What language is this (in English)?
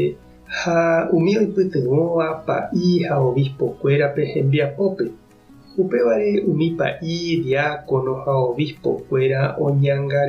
Guarani